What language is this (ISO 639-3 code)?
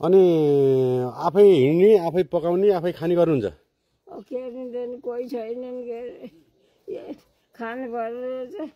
nep